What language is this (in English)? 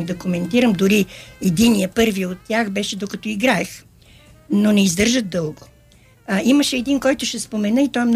Bulgarian